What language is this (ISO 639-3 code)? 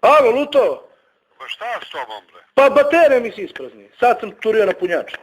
bos